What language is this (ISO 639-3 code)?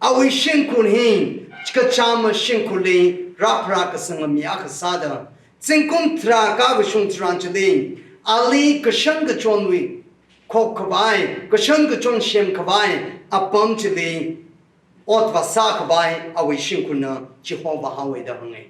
nmf